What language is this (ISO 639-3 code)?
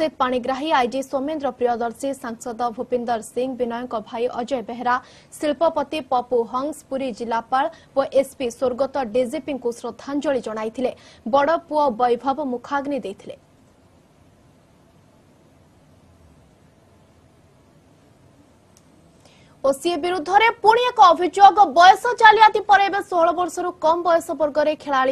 ori